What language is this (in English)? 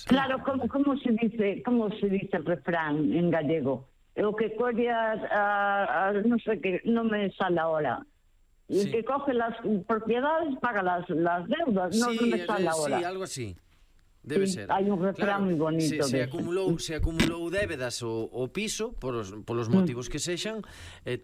Galician